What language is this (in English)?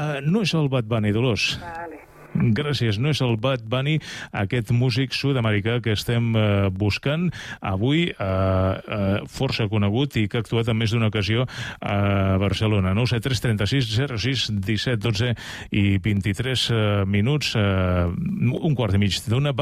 Catalan